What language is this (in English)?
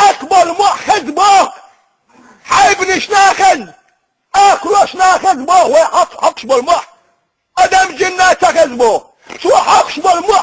Chechen